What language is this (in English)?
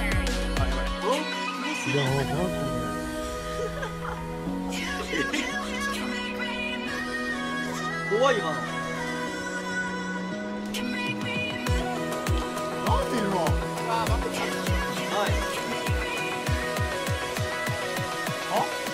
Japanese